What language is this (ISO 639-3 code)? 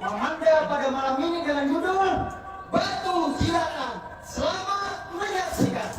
bjn